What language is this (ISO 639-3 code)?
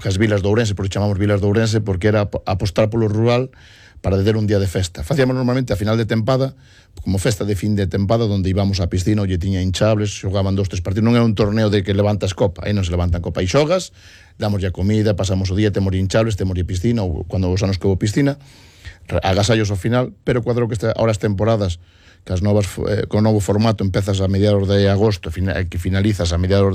glg